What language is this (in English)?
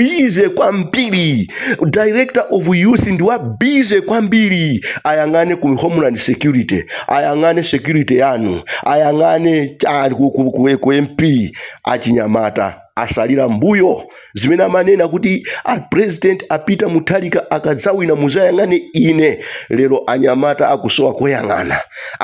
Nyanja